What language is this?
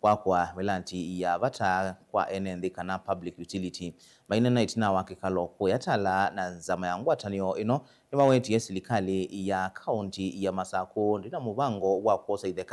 Kamba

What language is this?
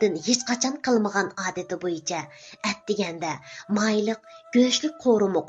Uyghur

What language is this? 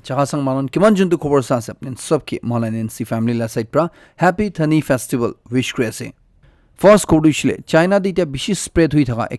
Naga Pidgin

